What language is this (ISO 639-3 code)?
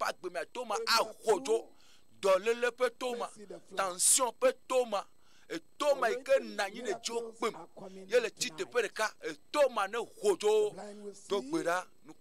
ewe